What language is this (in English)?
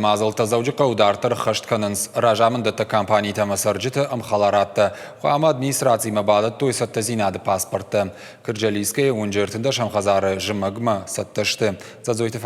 Ossetic